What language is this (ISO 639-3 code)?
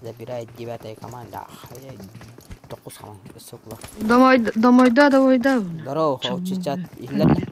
sah